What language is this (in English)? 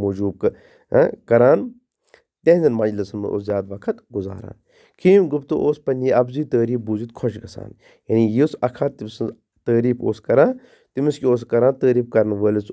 Kashmiri